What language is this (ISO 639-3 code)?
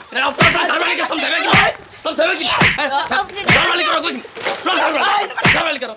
mai